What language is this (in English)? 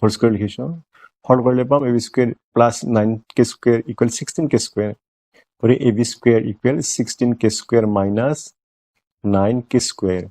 Assamese